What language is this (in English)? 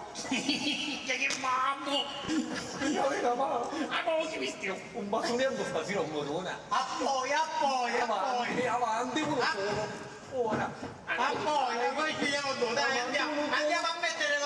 Sicilian